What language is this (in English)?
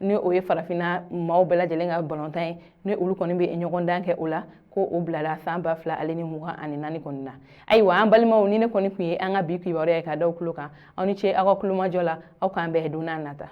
Bambara